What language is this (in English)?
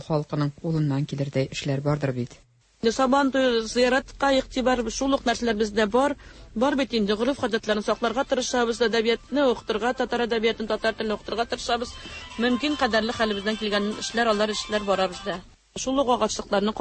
Tatar